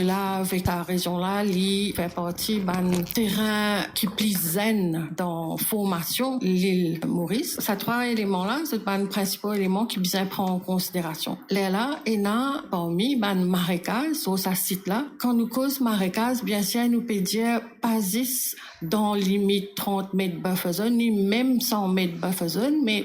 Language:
Morisyen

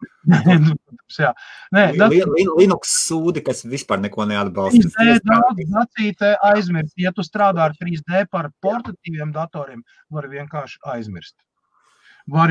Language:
Latvian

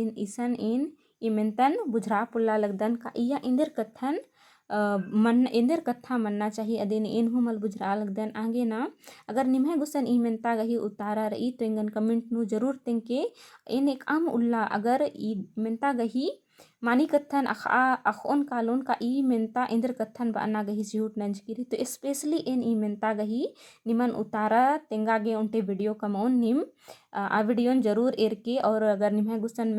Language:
Kurukh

